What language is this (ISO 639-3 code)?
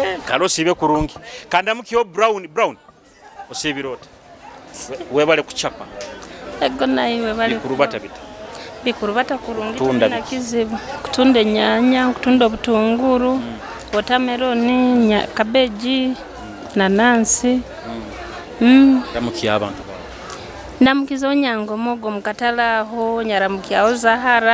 nyo